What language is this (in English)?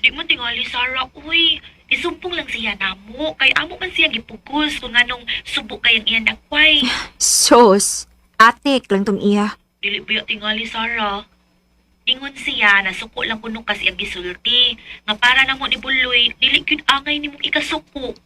Cebuano